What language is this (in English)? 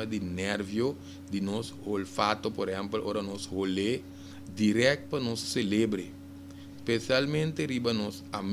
Papiamento